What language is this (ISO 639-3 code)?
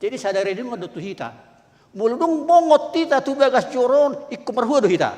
bbc